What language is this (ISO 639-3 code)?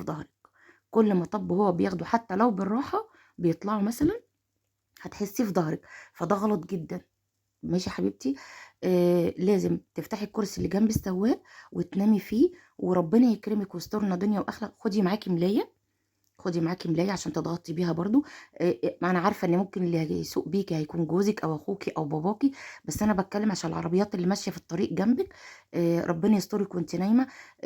arz